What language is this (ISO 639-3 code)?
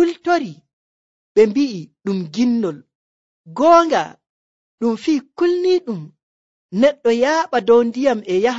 fuv